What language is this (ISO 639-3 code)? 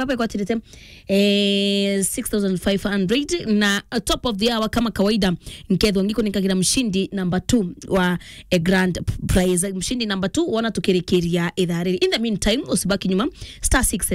mer